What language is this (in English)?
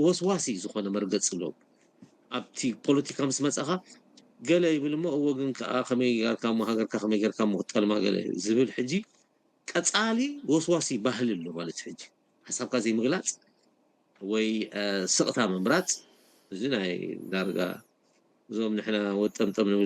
Tigrinya